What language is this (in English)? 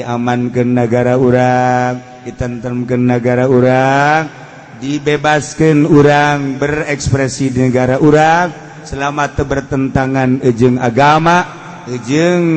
Sundanese